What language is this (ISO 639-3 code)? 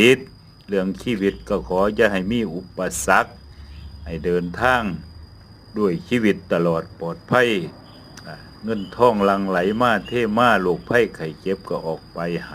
lao